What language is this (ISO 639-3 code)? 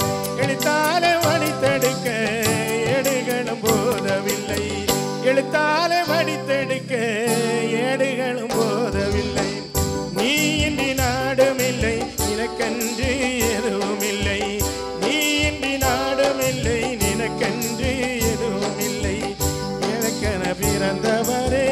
tam